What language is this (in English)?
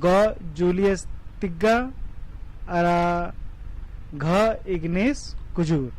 Kurukh